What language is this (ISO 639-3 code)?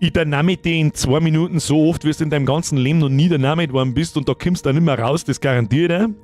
bar